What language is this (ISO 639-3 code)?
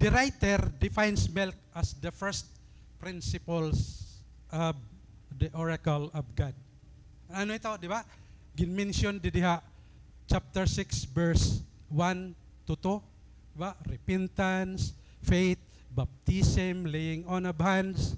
war